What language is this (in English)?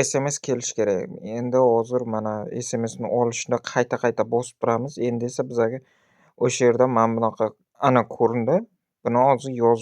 Uzbek